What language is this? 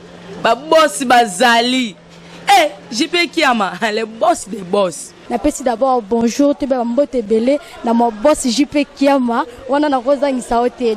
Lingala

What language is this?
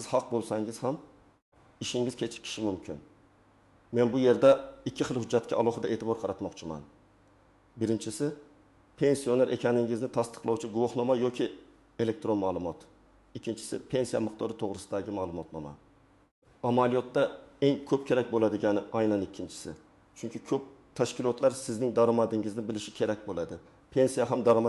Uzbek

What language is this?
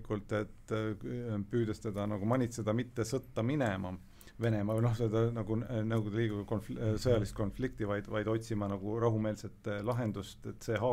Estonian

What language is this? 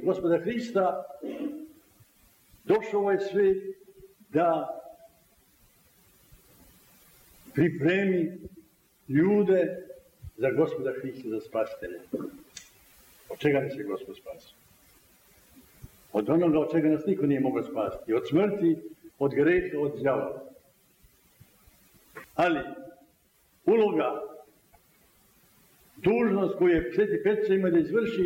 Serbian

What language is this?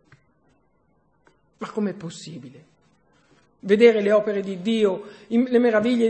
Italian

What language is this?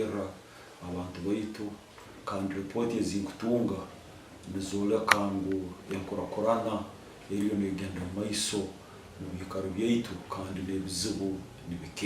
Nyankole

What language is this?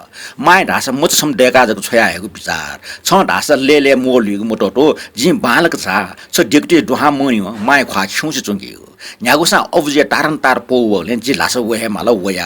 Newari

